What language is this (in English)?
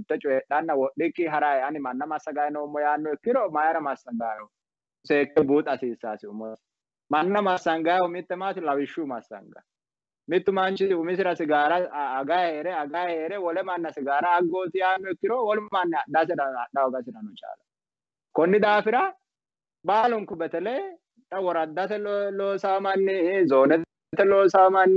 Sidamo